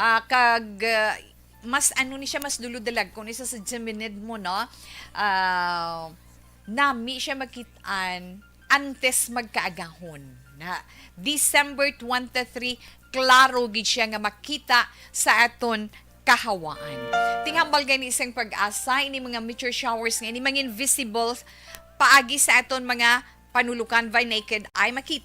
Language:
Hiligaynon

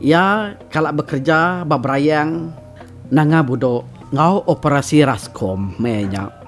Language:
Iban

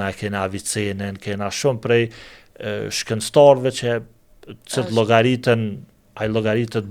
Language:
Albanian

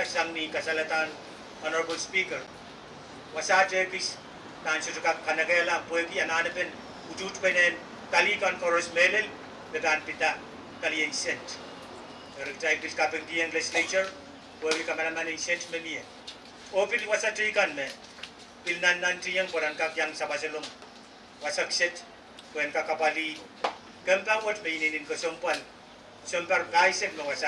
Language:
Pohnpeian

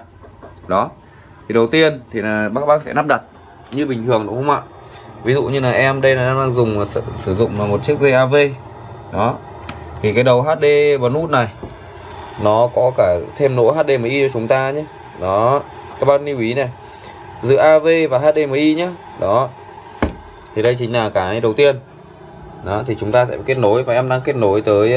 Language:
Vietnamese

